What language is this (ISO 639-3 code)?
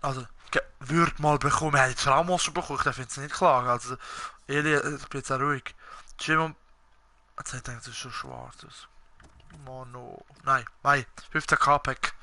gsw